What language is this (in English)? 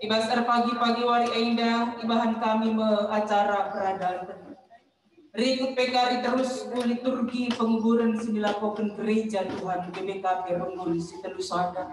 Batak Karo